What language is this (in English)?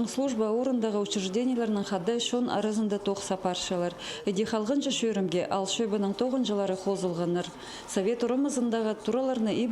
Khakas